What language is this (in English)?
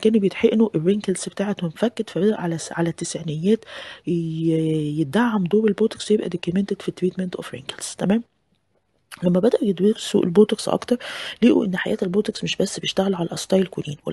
Egyptian Arabic